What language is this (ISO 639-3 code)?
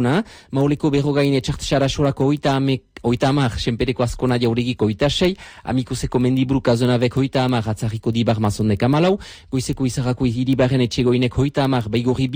eus